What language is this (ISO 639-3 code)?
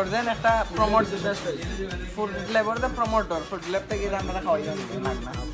syl